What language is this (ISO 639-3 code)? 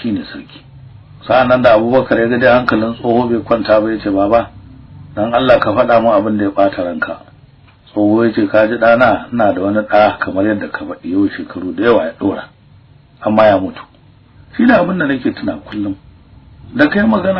hau